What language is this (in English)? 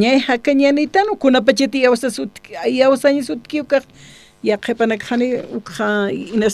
Aymara